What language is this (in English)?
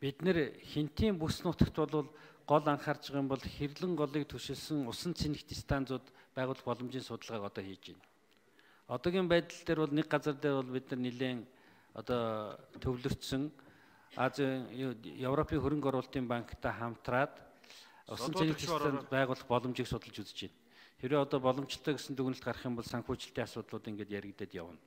Mongolian